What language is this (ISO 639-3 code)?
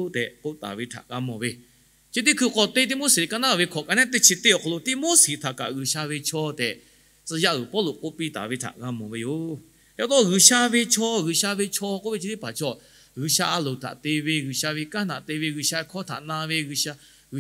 lhu